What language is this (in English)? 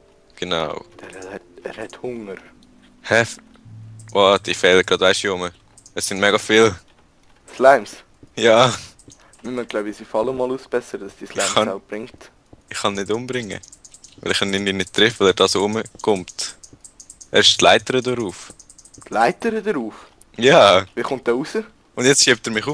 Swiss German